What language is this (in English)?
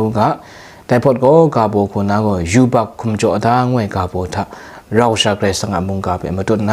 Kachin